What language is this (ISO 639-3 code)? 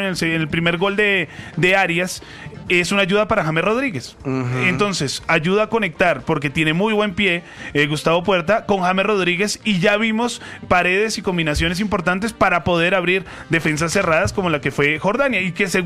spa